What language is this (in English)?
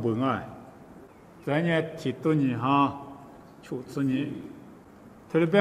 Lisu